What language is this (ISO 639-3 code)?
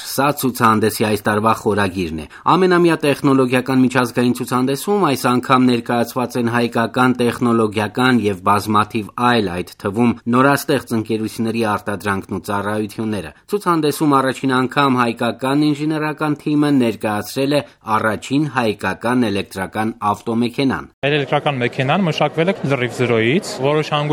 hye